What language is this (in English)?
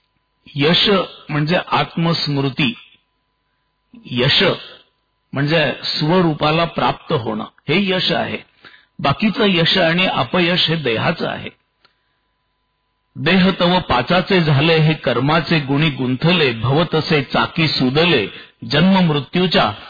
Marathi